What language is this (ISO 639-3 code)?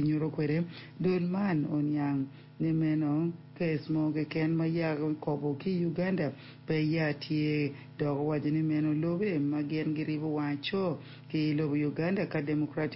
ach